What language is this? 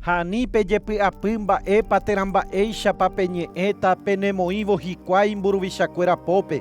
Guarani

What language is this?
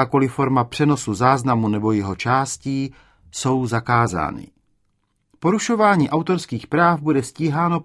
Czech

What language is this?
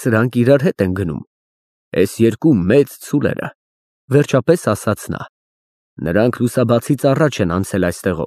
Armenian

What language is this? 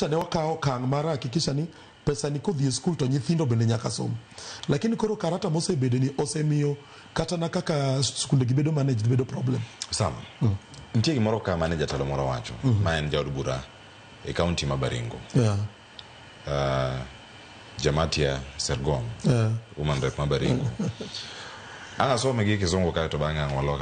Luo (Kenya and Tanzania)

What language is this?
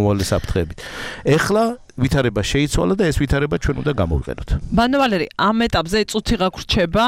Georgian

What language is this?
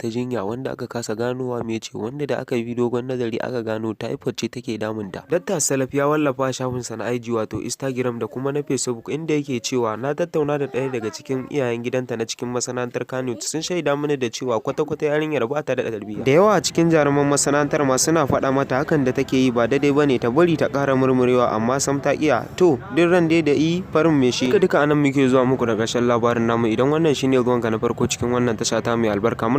Hausa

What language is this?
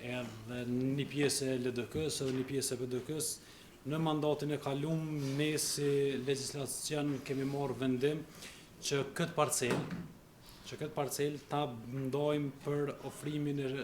Albanian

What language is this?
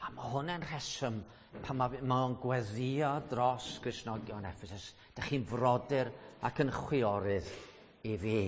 Welsh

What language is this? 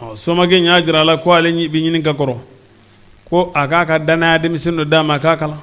Bambara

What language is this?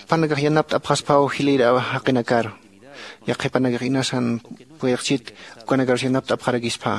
Aymara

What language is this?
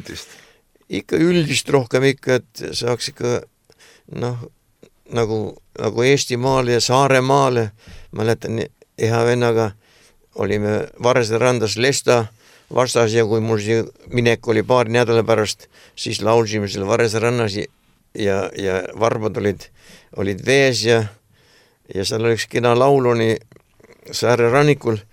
Estonian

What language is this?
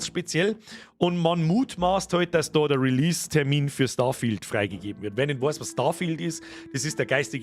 Bavarian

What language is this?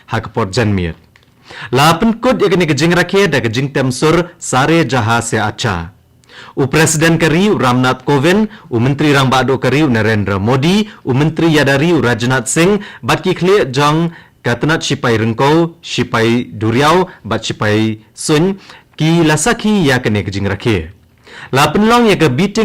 Khasi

